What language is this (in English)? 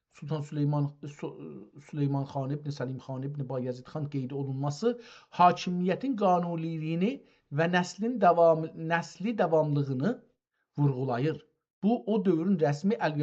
South Azerbaijani